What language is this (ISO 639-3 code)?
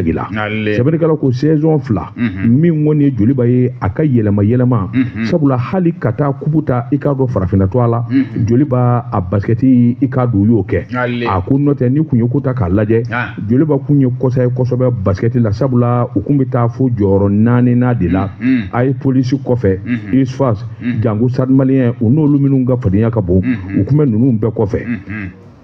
bam